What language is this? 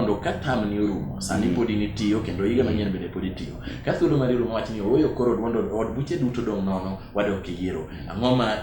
Luo (Kenya and Tanzania)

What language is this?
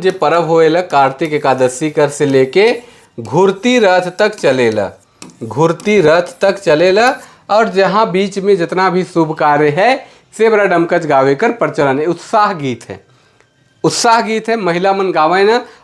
Sadri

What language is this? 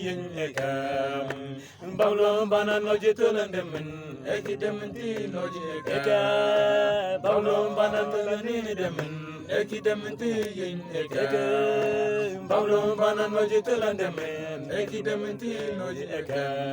Mabaan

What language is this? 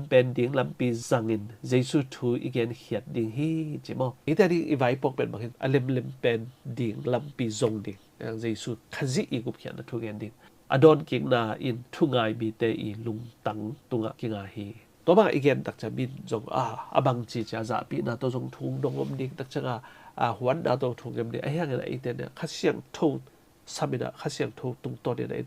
Tedim Chin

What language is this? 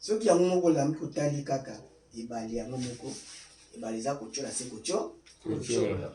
Lingala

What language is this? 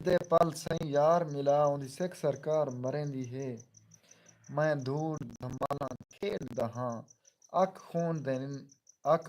Saraiki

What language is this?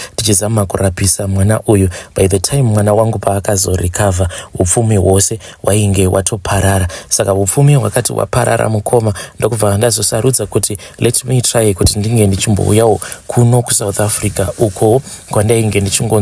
Shona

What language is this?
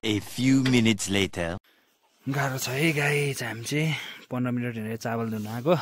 Nepali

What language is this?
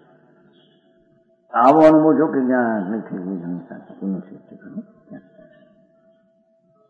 Gujarati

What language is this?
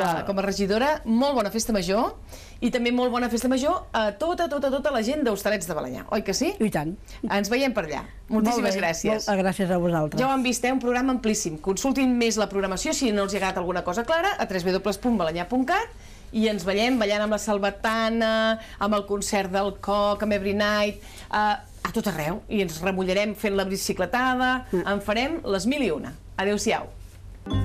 Catalan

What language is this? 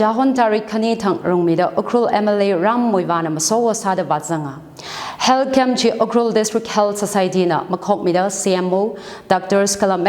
Tangkhul Naga (India)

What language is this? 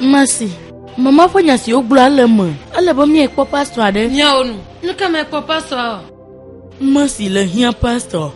Ewe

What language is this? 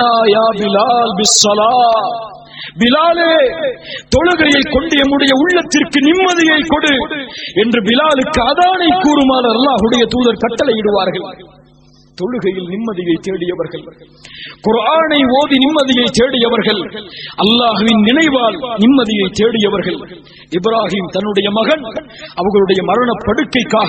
Tamil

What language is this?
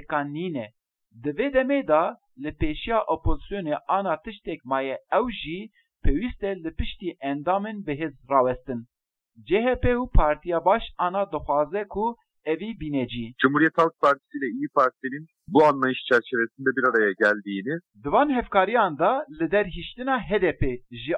Kurdish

